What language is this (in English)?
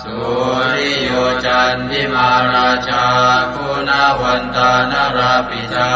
Pali